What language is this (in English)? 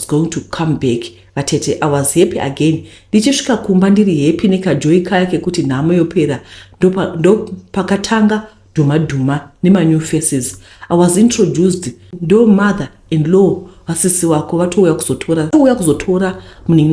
Shona